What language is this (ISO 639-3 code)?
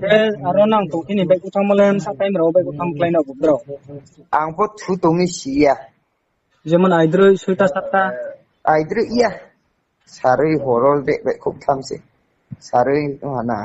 ria